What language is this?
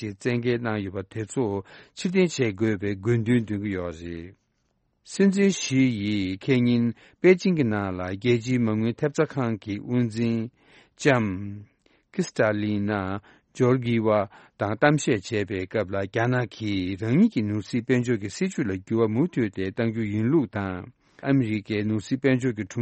Tibetan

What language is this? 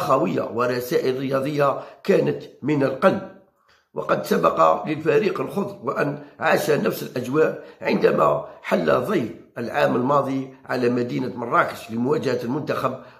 Arabic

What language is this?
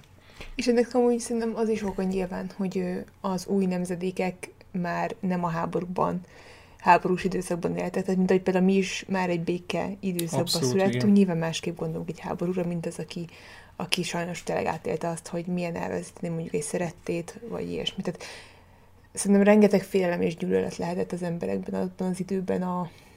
Hungarian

